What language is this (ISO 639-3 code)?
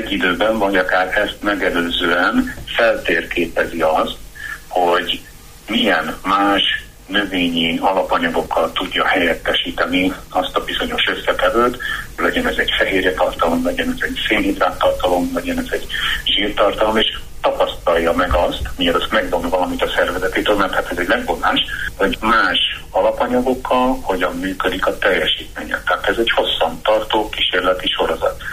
hun